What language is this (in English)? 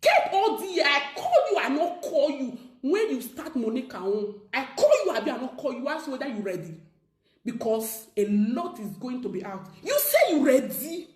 Nigerian Pidgin